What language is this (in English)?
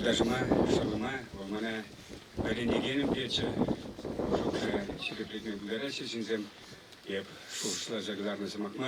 Chuvash